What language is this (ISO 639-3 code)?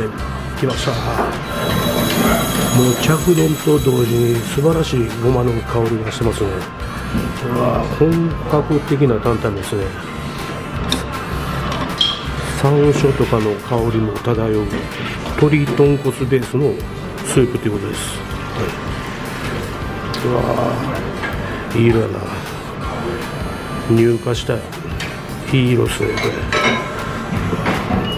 jpn